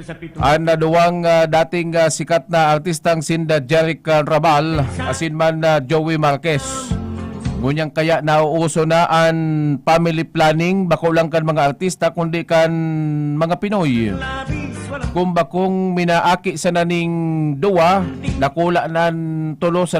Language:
Bikol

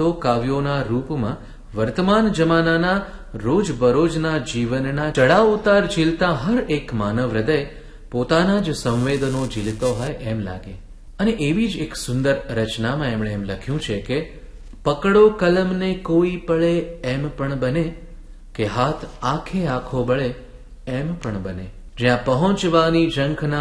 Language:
Gujarati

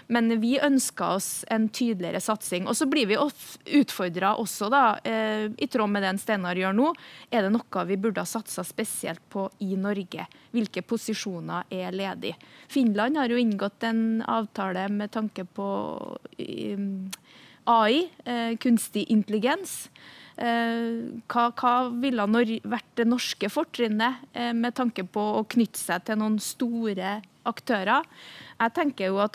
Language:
Norwegian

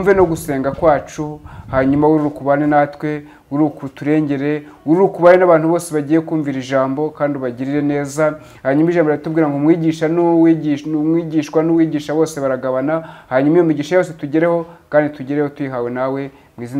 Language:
Kinyarwanda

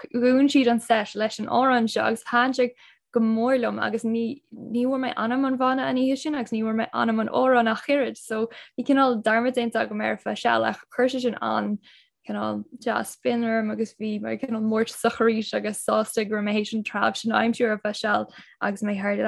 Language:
Irish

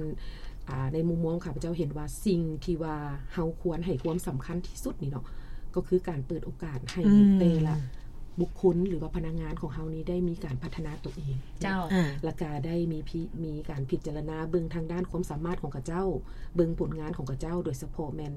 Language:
Lao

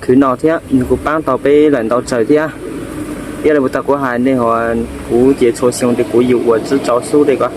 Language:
Hmong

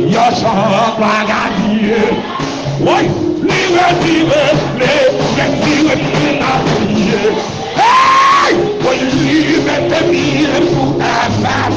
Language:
Haitian Creole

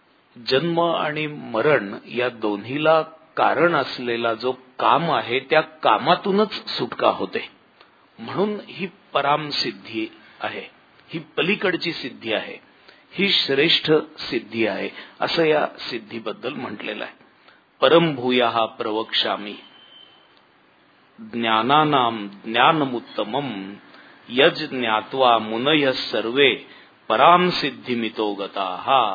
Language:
Marathi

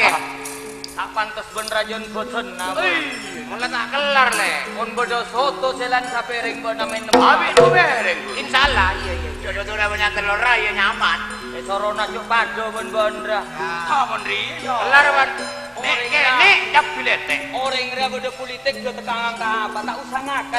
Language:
Madurese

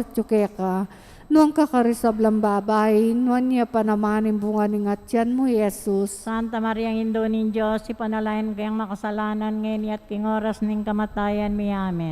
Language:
Pampanga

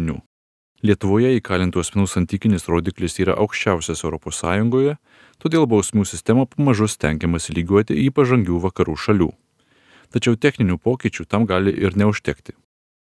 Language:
Lithuanian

